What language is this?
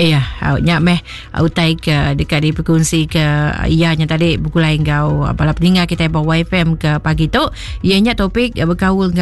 Iban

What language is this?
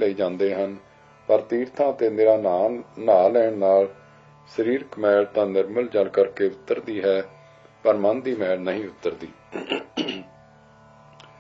Punjabi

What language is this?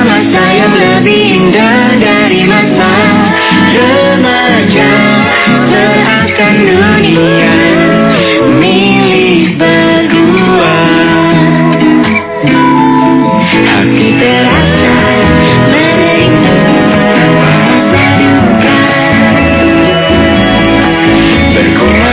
Indonesian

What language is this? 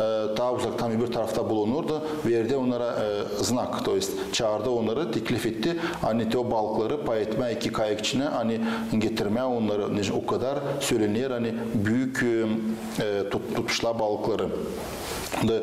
Gagauz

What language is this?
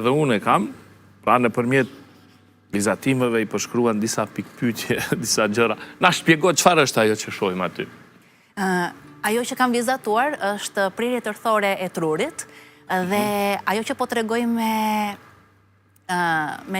Albanian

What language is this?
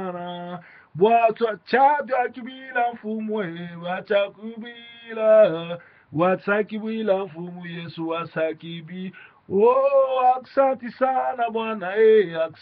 Lingala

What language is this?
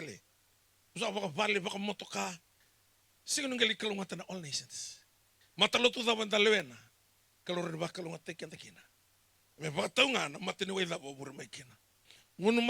Fijian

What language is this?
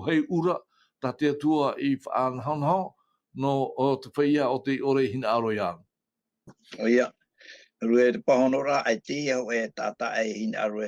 Tahitian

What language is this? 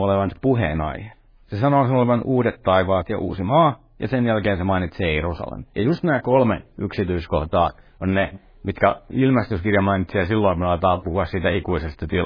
Finnish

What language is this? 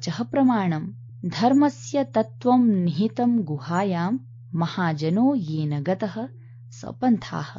Sanskrit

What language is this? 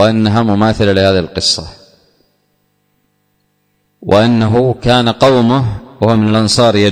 Arabic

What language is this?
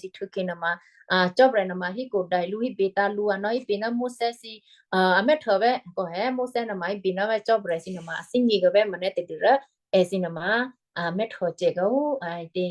Western Kayah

